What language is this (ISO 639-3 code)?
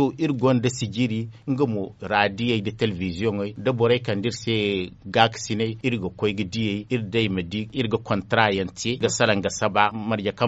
dje